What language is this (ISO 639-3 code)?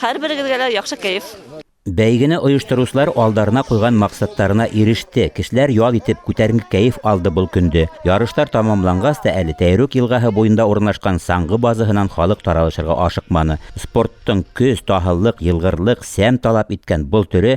bak